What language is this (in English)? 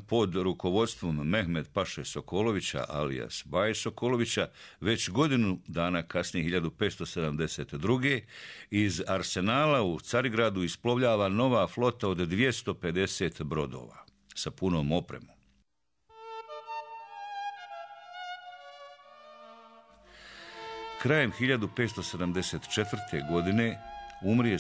Bosnian